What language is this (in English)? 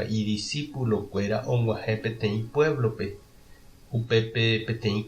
Guarani